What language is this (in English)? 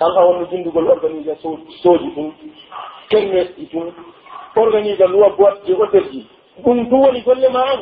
Pular